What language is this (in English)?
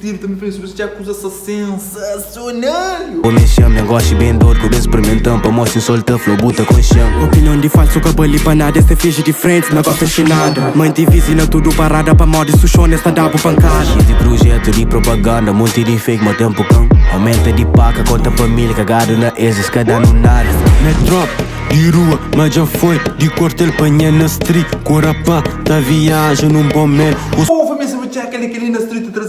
Kabuverdianu